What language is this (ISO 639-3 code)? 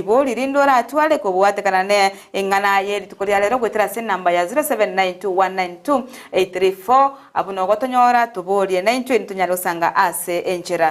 guz